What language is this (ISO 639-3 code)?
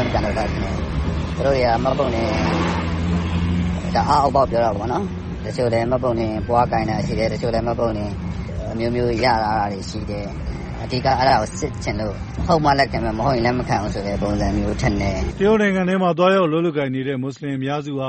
mya